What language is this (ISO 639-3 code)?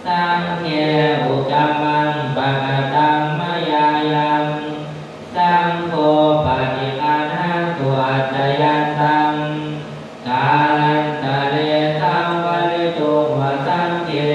pli